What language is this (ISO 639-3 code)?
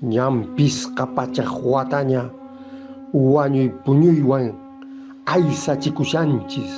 que